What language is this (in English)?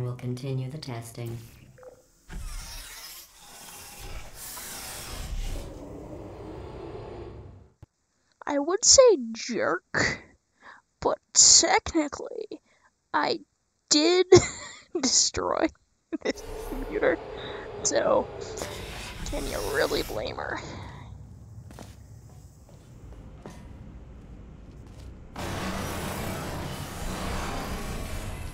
English